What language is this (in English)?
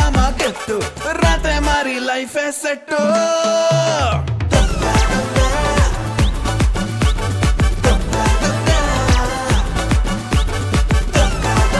Telugu